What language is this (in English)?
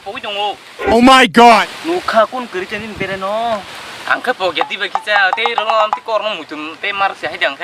Kok Borok